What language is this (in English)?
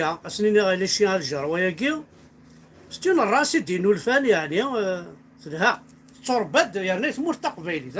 Kabyle